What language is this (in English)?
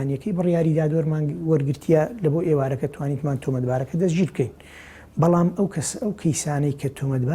Central Kurdish